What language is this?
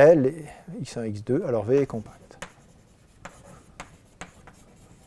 French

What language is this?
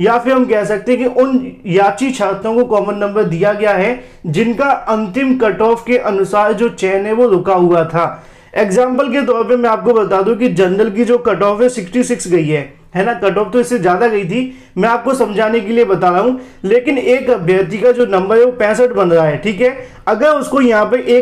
Hindi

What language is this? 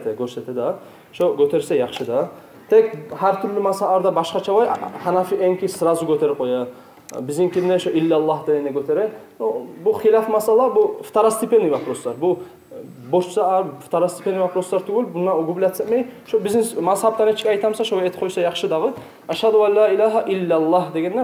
Kumyk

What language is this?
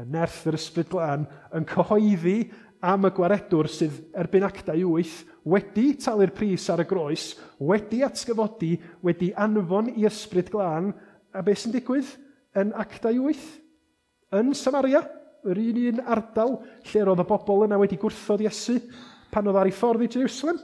Welsh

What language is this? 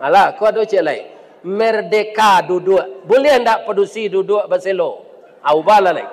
Minangkabau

